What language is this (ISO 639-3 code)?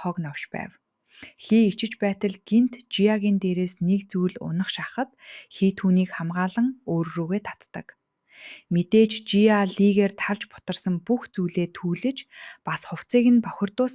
mon